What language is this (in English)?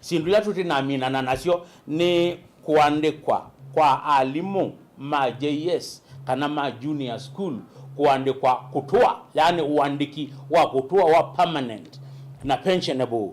Kamba